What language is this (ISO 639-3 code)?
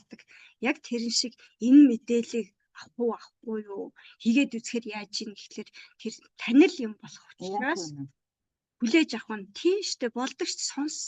mon